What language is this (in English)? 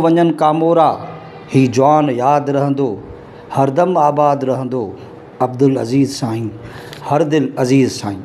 Sindhi